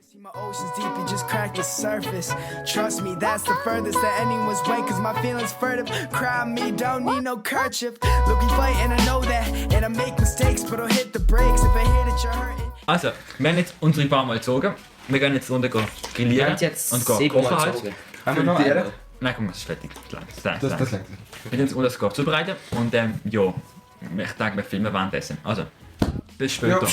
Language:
Swiss German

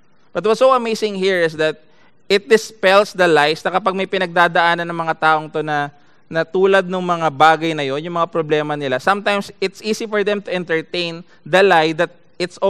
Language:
Filipino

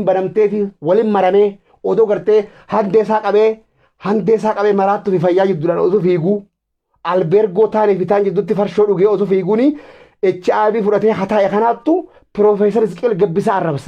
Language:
Oromo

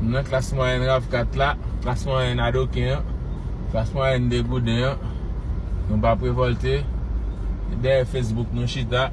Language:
Haitian Creole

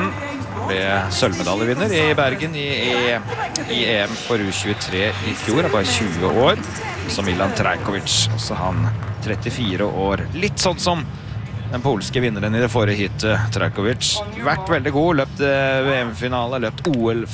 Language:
Norwegian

